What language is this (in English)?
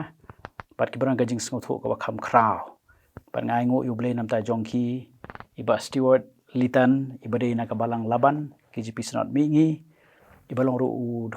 Khasi